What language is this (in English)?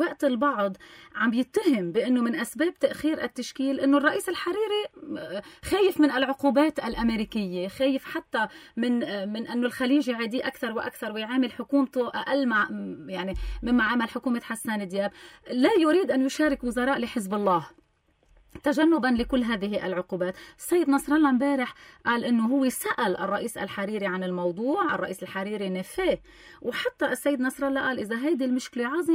North Levantine Arabic